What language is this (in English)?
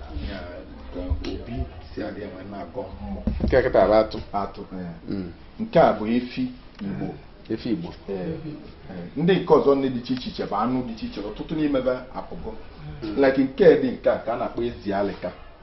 Igbo